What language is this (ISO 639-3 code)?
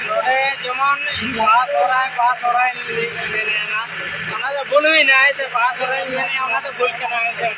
sat